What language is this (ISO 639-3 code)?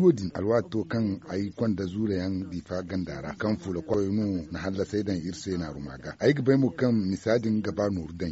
dje